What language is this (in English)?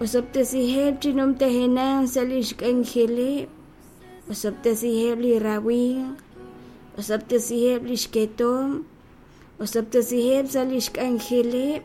Kekchí